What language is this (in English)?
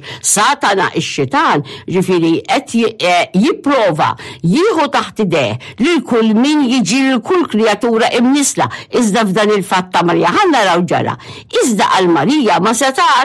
Maltese